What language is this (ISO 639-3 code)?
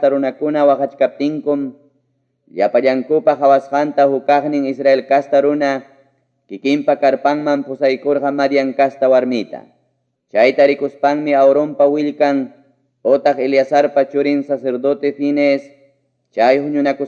quy